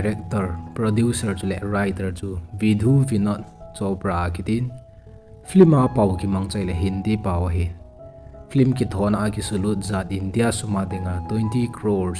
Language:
Thado Chin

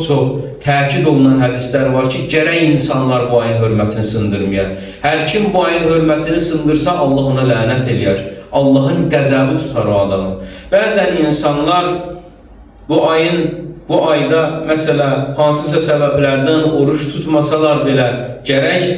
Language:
Azerbaijani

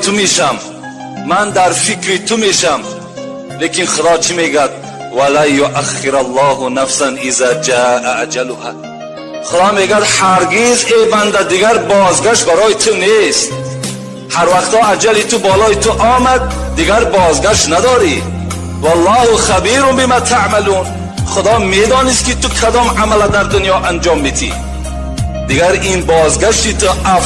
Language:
Tajik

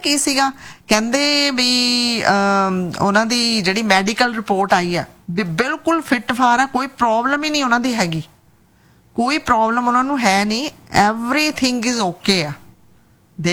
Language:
Punjabi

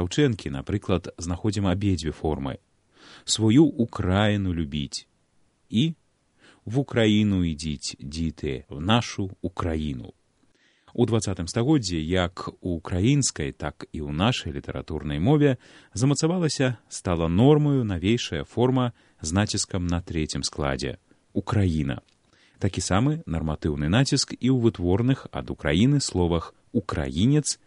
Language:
Belarusian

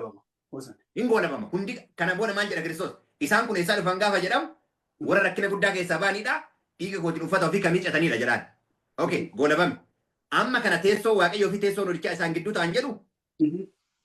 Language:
Oromo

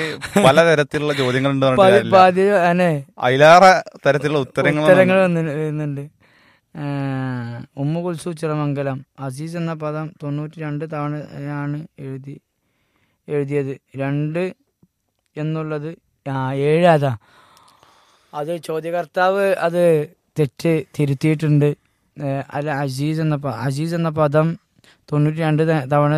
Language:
Malayalam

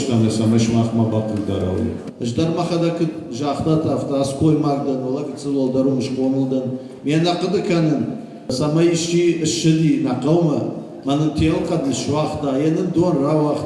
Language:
Ossetic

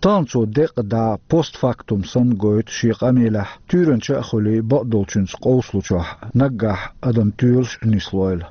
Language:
Chechen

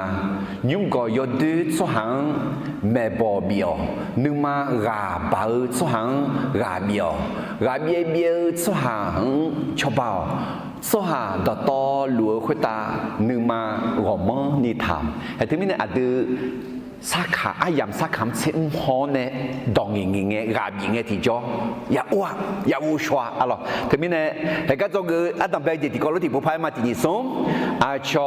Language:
Akha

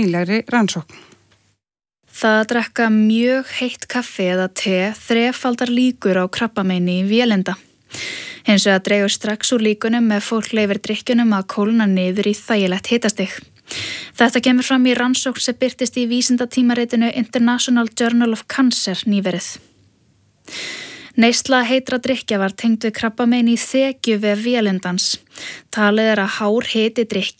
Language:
Icelandic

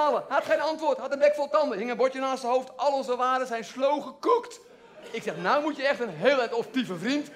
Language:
Dutch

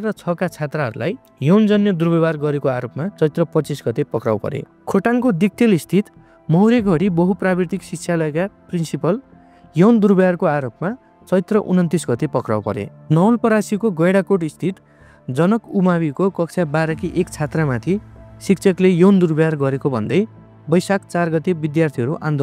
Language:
Nepali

